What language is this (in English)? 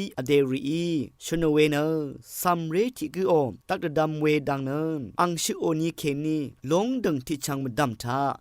Rawang